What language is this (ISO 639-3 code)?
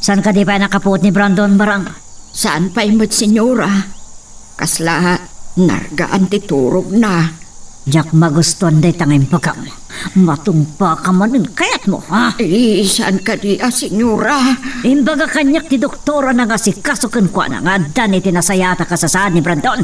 ilo